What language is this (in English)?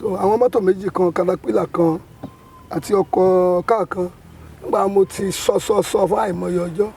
Yoruba